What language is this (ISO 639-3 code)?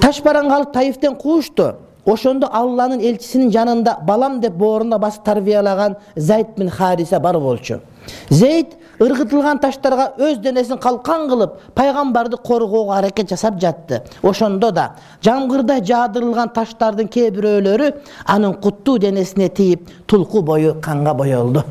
kir